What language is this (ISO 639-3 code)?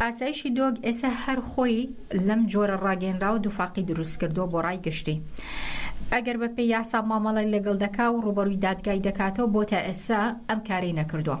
ckb